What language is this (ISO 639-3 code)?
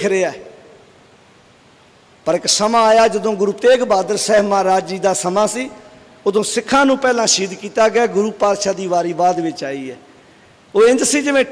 pan